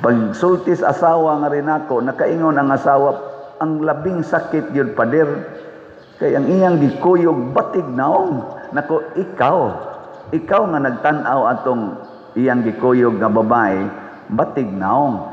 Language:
Cebuano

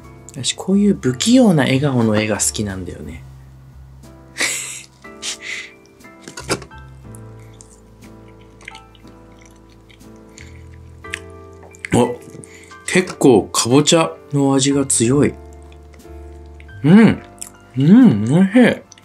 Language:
Japanese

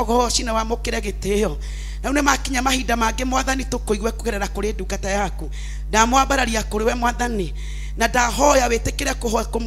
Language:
Kikuyu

